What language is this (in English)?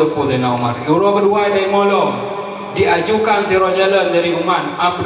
Achinese